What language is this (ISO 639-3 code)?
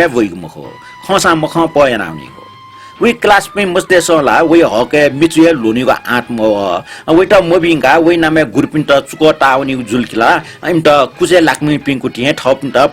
new